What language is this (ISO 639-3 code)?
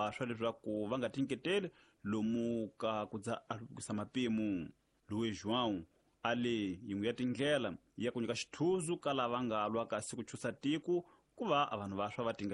tso